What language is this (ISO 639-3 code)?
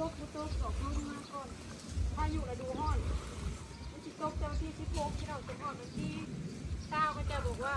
tts